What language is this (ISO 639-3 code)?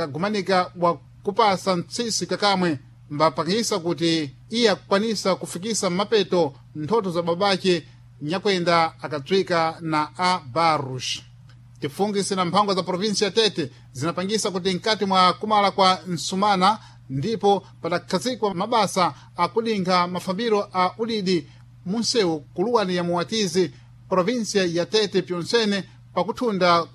seh